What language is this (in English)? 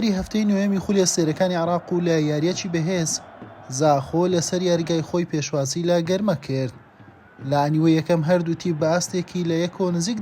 Central Kurdish